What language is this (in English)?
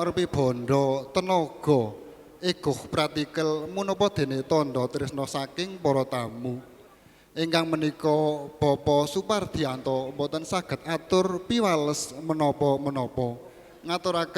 Javanese